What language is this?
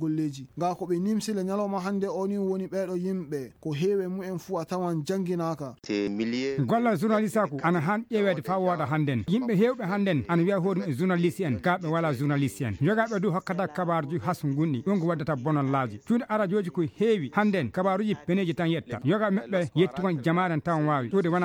Fula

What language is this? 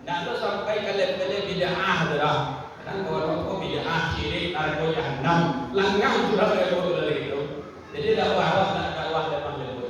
Minangkabau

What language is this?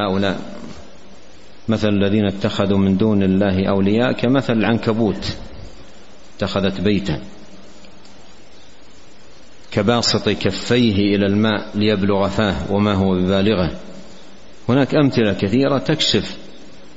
Arabic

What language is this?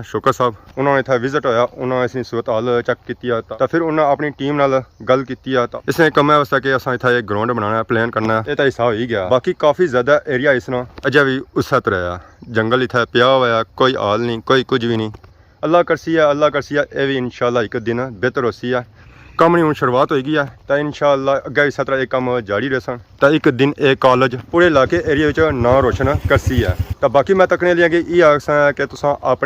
Pahari-Potwari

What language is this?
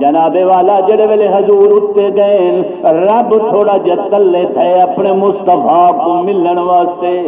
Saraiki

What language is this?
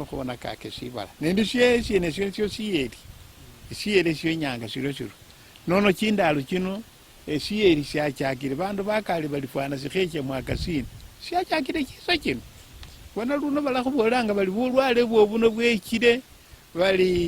Luyia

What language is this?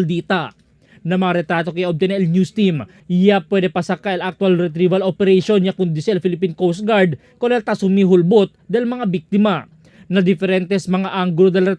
Chavacano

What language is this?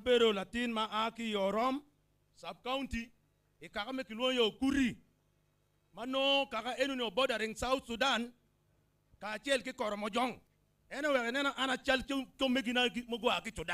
Acoli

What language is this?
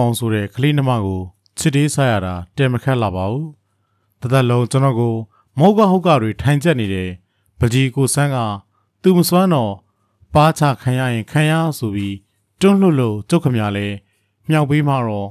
Burmese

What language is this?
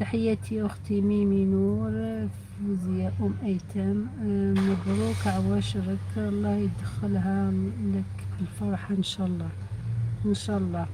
Algerian Arabic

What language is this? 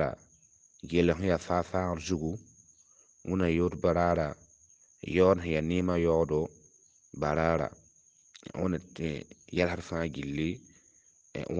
Mossi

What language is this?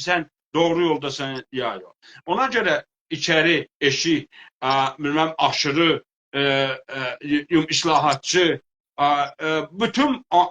South Azerbaijani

